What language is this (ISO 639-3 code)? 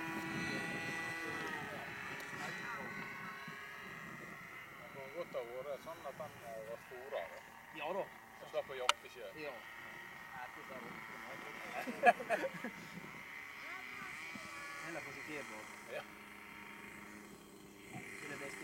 nor